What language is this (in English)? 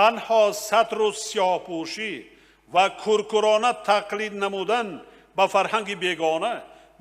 Tajik